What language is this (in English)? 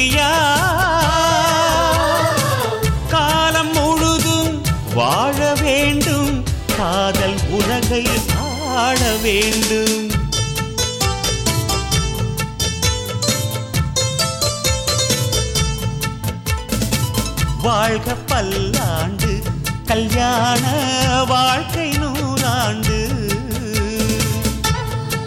Tamil